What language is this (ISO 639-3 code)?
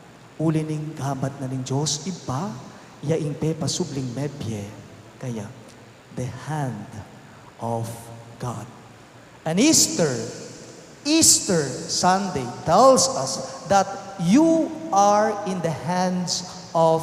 pam